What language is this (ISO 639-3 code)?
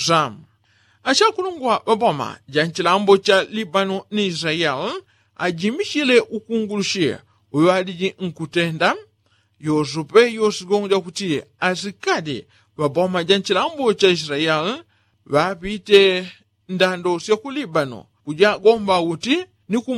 yao